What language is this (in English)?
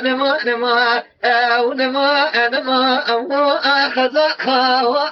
Kurdish